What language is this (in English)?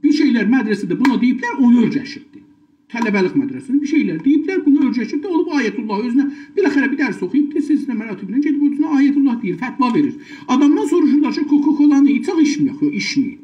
South Azerbaijani